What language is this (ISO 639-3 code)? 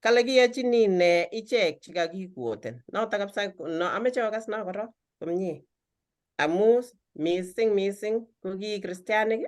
kln